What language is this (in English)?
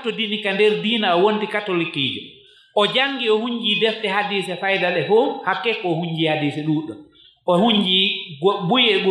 Fula